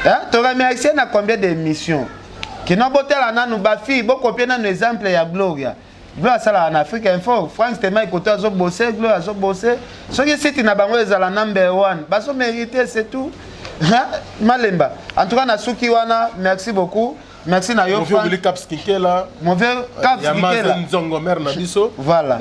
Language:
Lingala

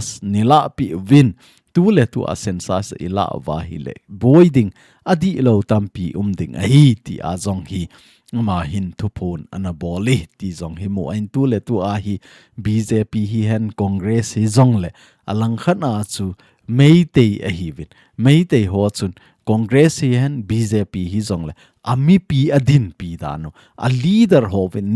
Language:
Thado Chin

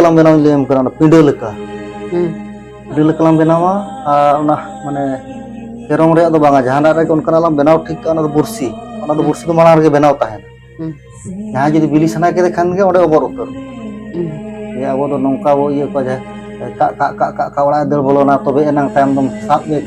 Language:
Santali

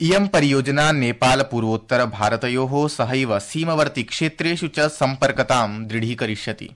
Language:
Sanskrit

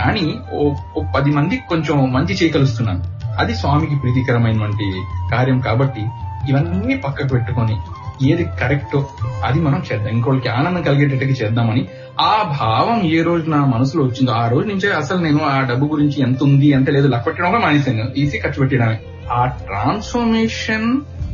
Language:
Telugu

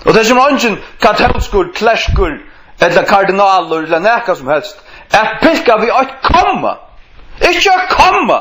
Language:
Faroese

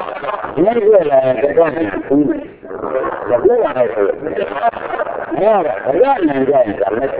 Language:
Burmese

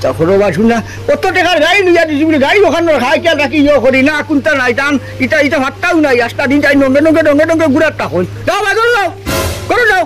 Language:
Sylheti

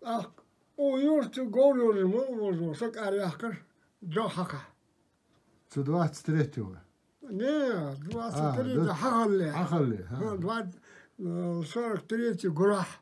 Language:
Ingush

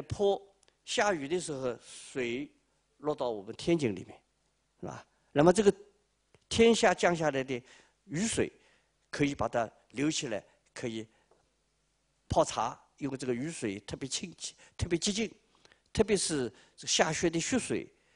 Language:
Chinese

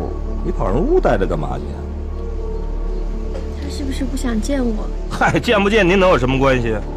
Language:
Chinese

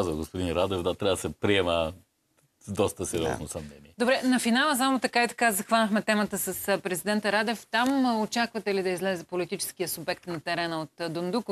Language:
Bulgarian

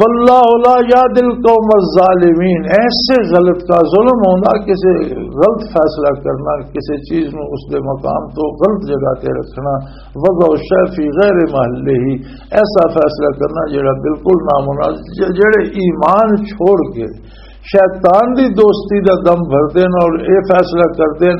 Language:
Western Panjabi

